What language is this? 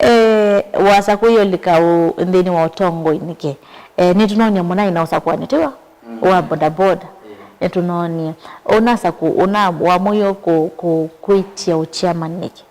Kamba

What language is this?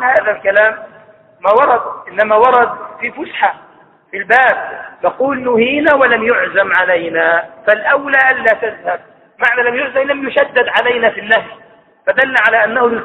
Arabic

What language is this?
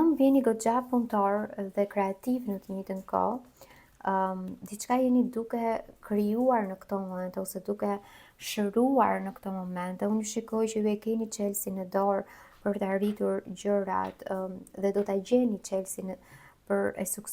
Albanian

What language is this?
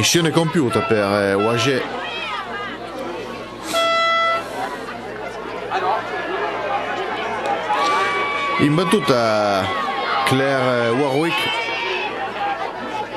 Italian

